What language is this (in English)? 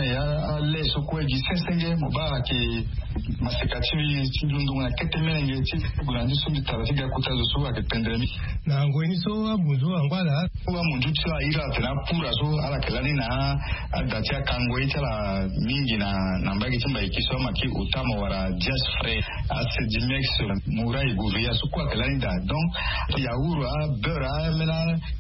Sango